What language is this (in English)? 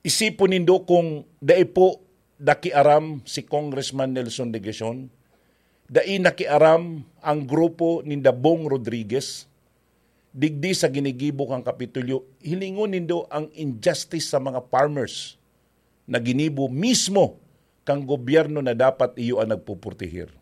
Bikol